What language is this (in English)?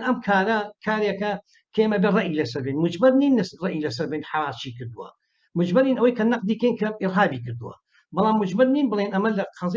Central Kurdish